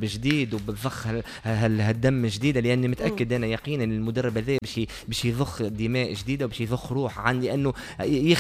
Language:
Tunisian Arabic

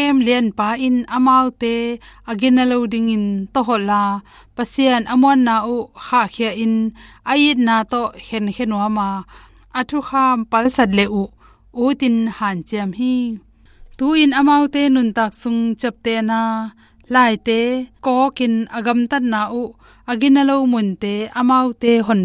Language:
Tedim Chin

